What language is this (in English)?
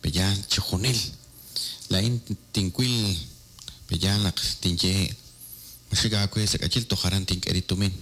Kekchí